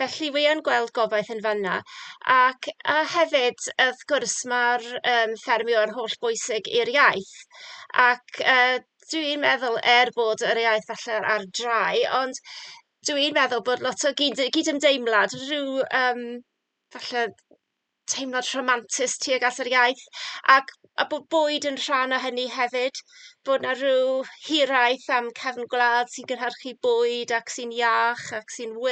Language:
Welsh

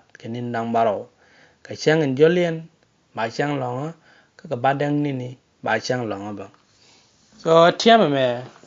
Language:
Nuer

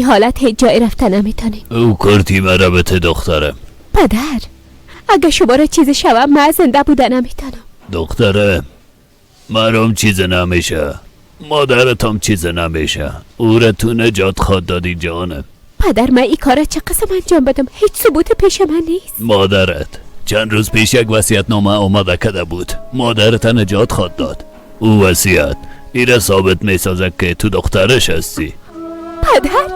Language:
Persian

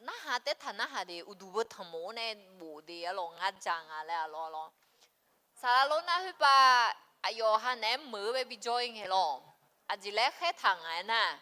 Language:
Akha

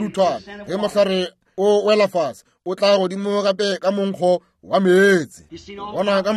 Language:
Northern Sotho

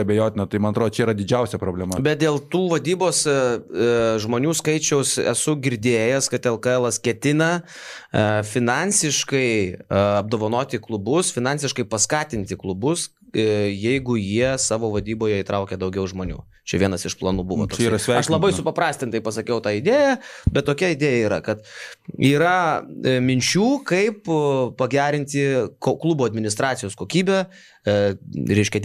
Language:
Lithuanian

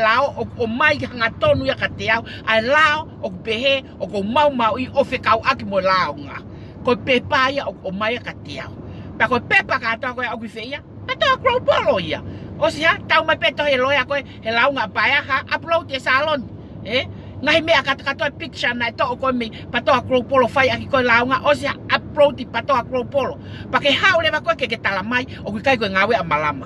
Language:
Tongan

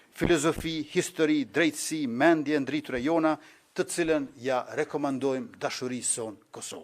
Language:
Albanian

